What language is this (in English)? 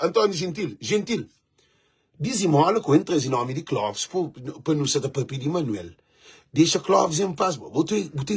Kabuverdianu